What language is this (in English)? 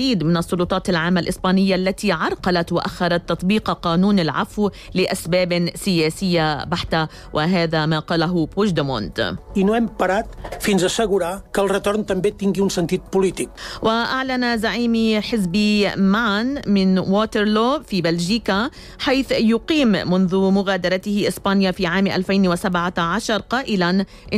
Arabic